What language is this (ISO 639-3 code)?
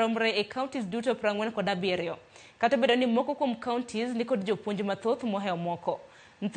luo